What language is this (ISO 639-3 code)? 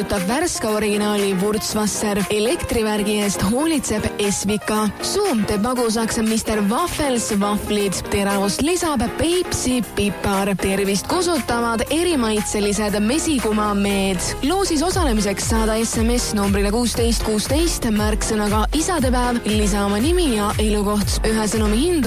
est